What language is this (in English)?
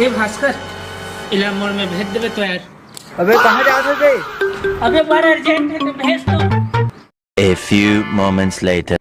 Chhattisgarhi